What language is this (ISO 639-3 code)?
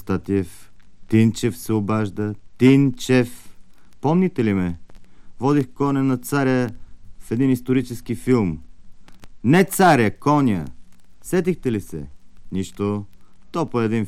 bul